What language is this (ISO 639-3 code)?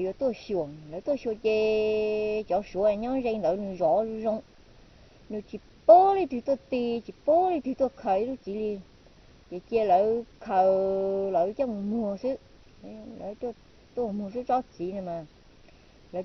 hmn